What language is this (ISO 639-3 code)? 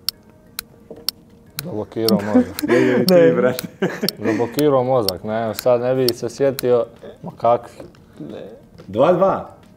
hrv